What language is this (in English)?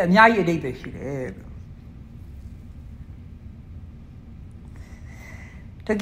Burmese